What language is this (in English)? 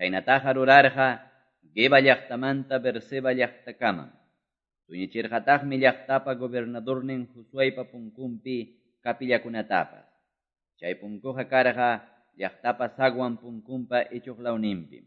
Quechua